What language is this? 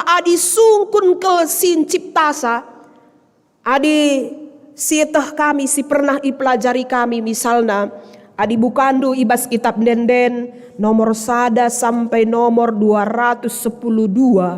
Batak Karo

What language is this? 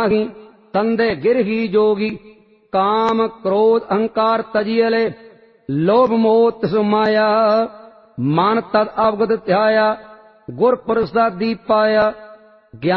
Punjabi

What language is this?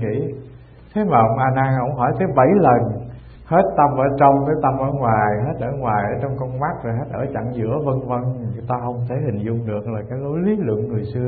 Vietnamese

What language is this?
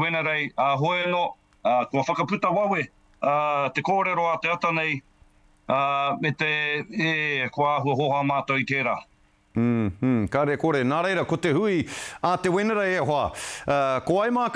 Māori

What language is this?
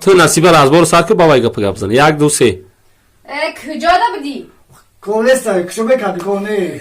Tajik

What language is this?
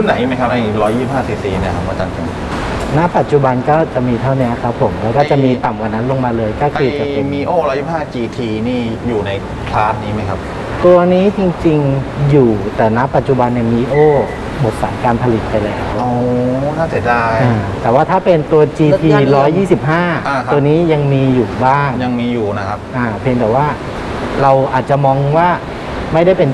Thai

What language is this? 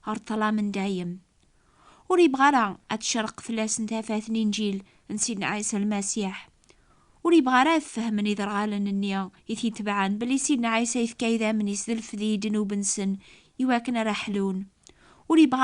Kabyle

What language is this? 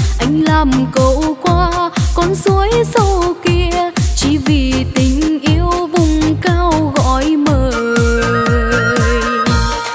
Vietnamese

